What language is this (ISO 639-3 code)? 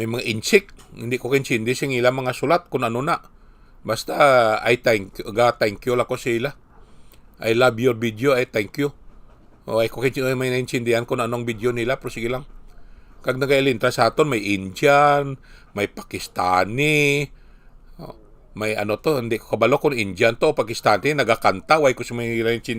hil